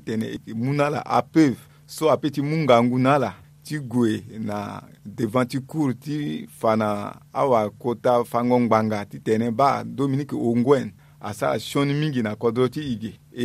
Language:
Sango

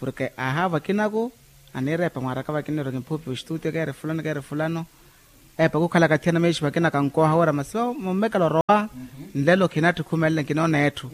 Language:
Makhuwa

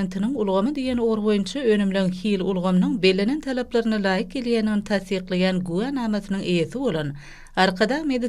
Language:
Turkmen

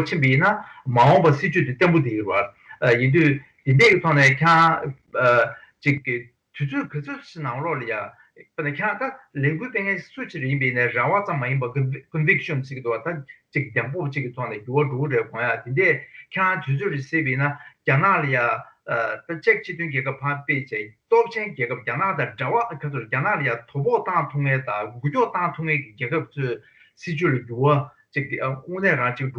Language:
Tibetan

